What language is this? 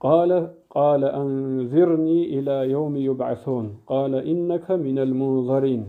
Avaric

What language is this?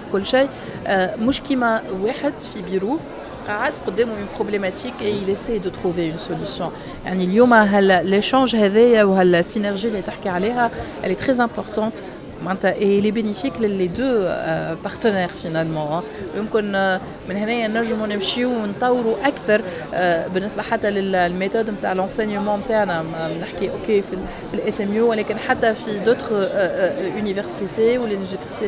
Tunisian Arabic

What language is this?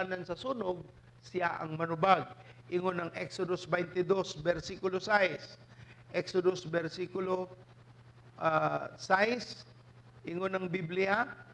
Cebuano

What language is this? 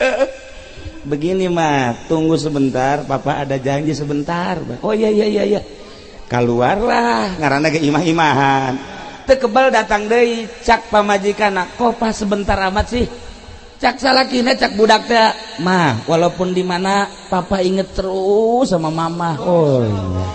Sundanese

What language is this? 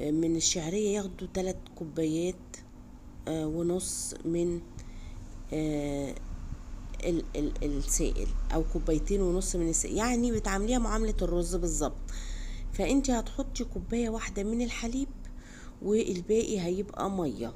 Egyptian Arabic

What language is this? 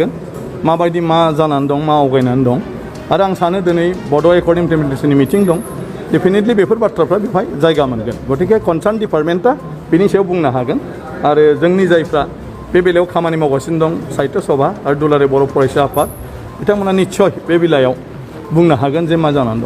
Bodo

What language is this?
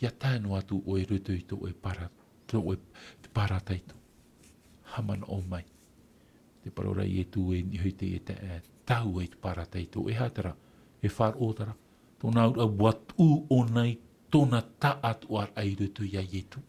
Tahitian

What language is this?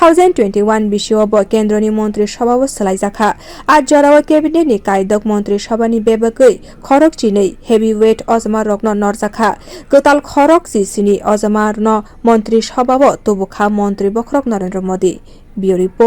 Kok Borok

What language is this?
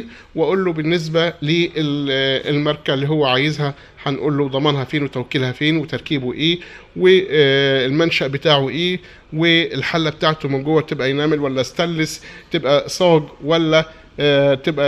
Egyptian Arabic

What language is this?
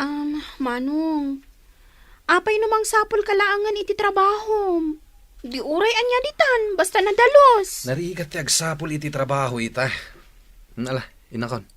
Iloko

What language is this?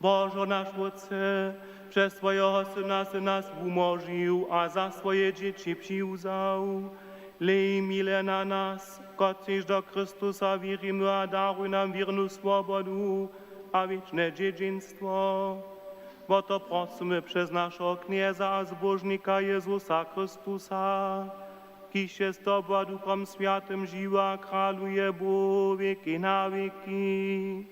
Upper Sorbian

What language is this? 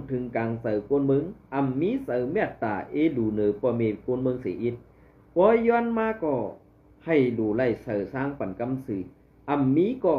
Shan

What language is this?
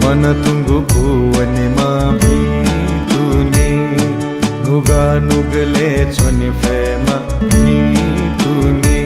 Newari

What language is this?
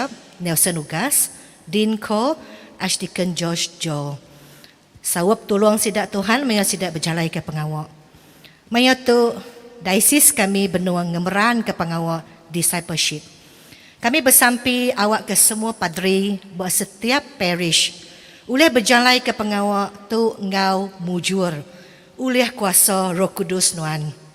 Iban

